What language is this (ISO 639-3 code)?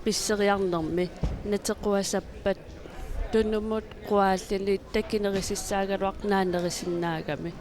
kal